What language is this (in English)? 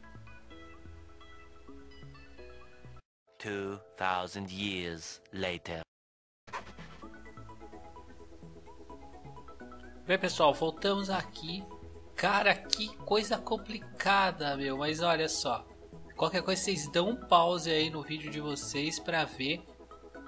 Portuguese